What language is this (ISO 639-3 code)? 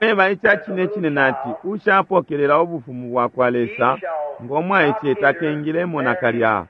bem